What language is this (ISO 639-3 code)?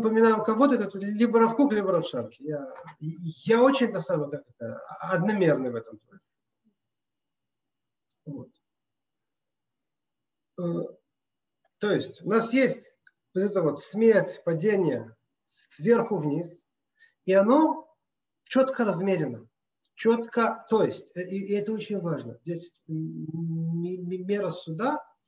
rus